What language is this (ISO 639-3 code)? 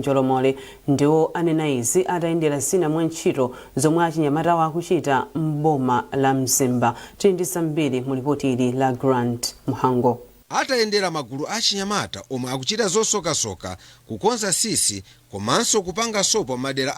nya